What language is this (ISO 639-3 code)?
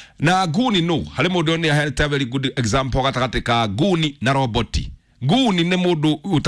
kik